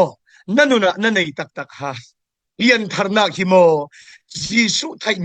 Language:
Falam Chin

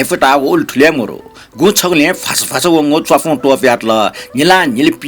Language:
Newari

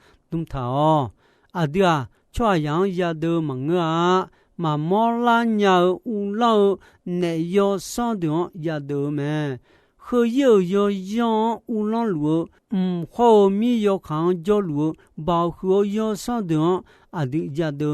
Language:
Akha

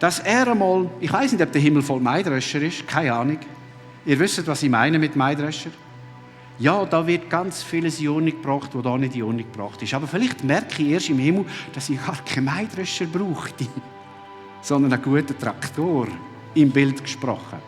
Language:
Swiss German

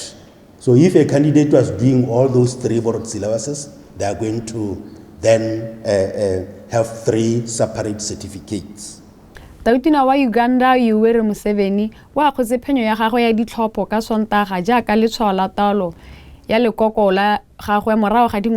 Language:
Tswana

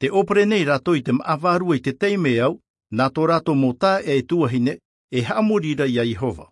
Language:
Tahitian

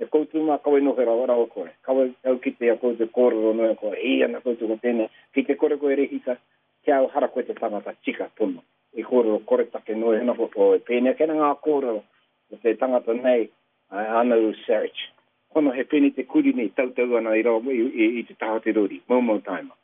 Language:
Māori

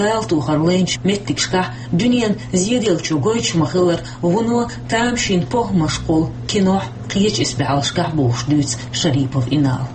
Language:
Chechen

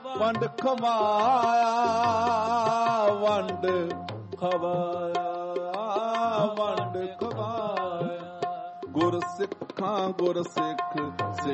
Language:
Punjabi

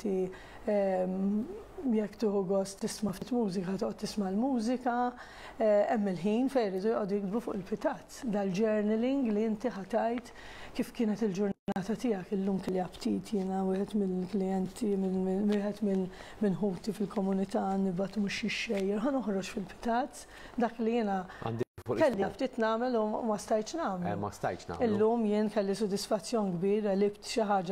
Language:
Maltese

